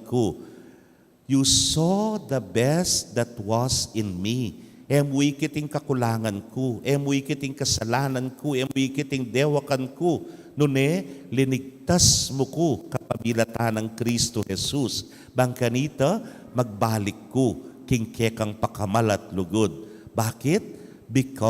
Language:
Pampanga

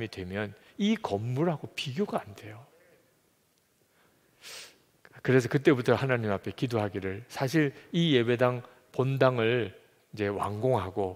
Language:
Korean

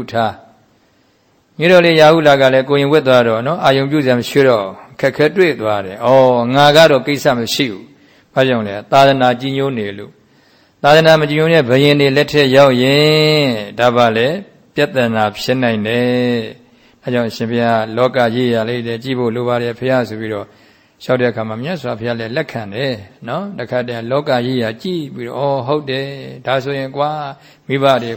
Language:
Burmese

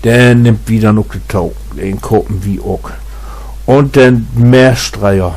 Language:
Low German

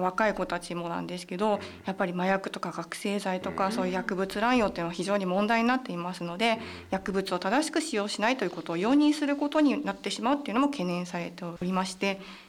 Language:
Japanese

